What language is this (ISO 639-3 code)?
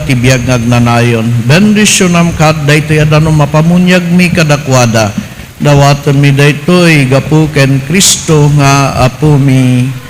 ilo